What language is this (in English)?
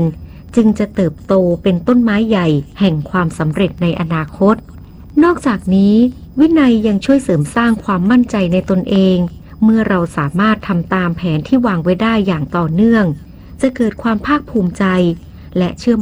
Thai